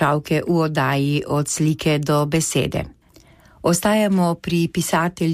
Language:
Slovenian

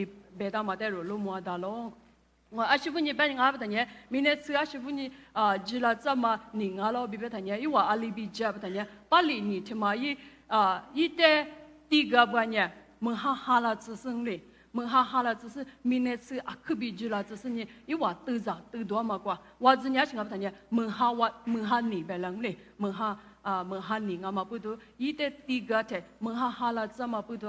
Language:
Lisu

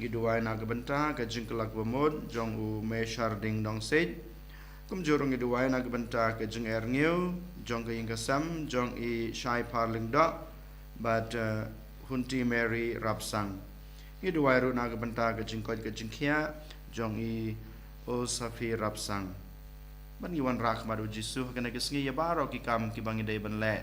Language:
Khasi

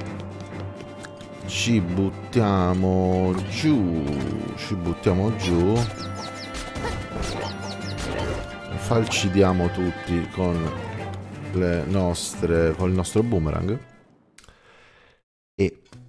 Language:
Italian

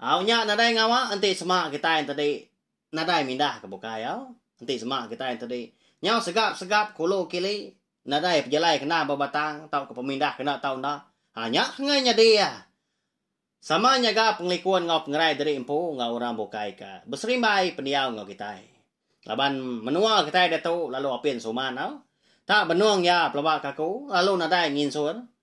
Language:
Iban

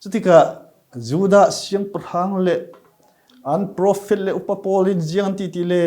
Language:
Falam Chin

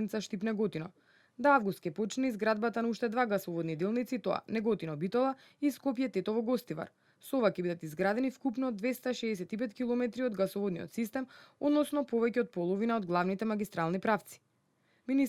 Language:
Macedonian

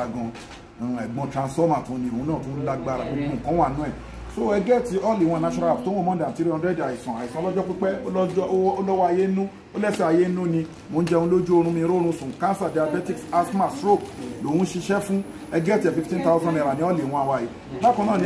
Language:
Yoruba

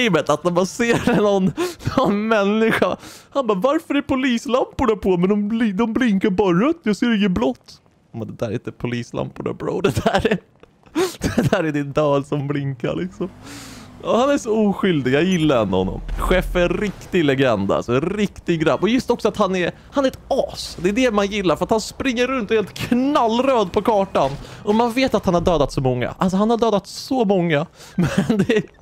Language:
Swedish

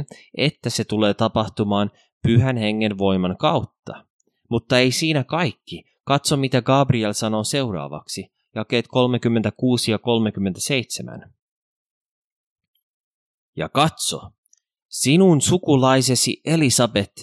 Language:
Finnish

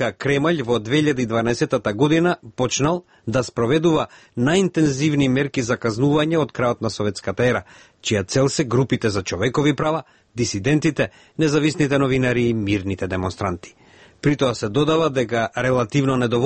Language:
Macedonian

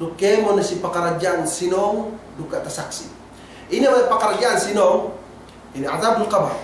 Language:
Yakan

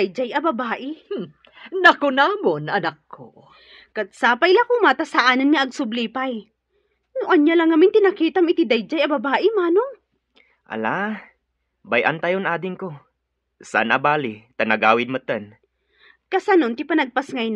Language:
Iloko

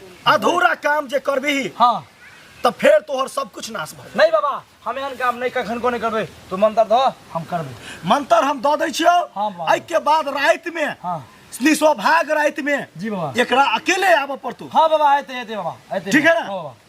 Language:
Maithili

